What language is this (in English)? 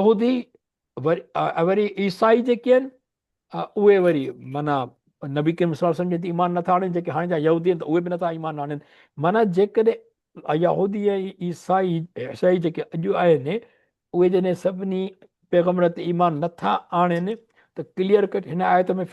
Sindhi